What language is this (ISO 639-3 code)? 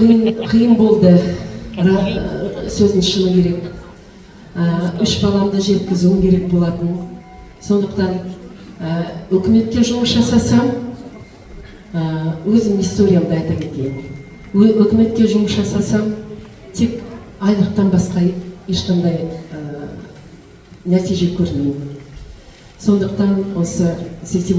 kaz